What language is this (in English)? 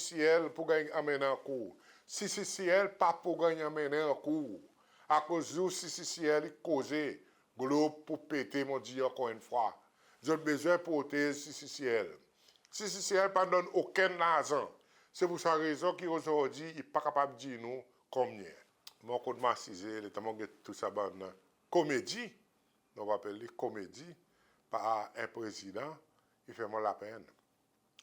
Seselwa Creole French